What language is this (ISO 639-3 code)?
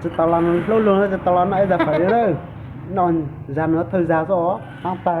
hmn